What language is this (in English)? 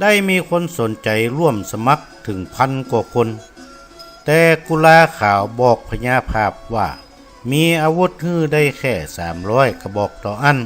Northern Thai